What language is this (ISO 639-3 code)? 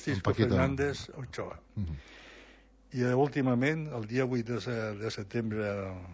cat